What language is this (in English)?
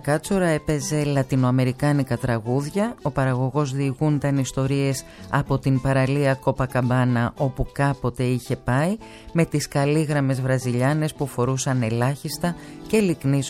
Greek